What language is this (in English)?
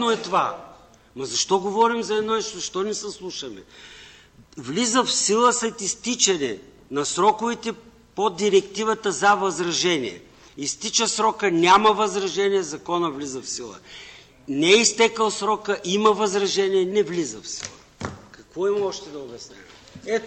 Bulgarian